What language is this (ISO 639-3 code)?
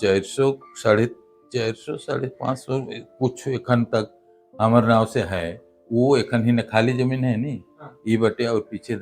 sck